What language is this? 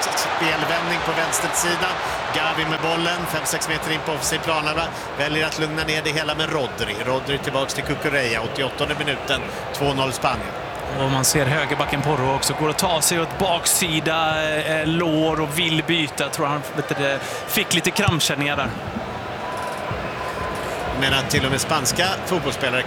Swedish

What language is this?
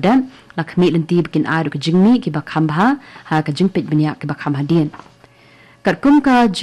Khasi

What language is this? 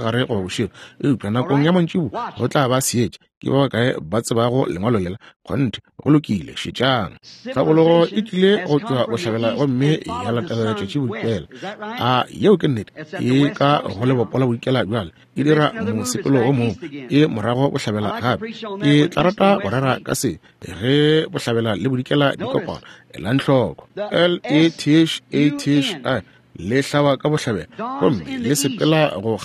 Northern Sotho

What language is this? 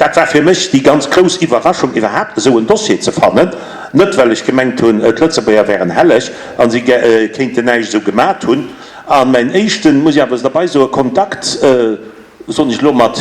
Luxembourgish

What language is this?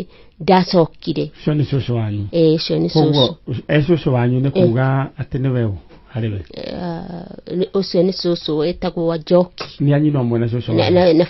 Kikuyu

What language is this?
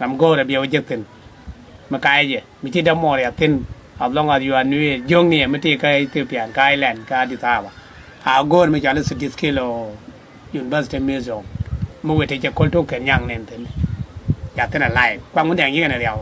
Nuer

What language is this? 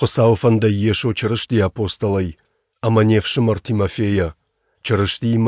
Ossetic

